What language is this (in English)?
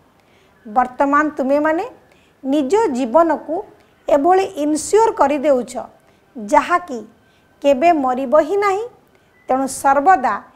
Odia